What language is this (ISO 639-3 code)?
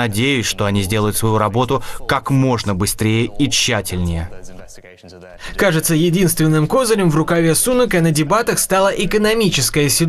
rus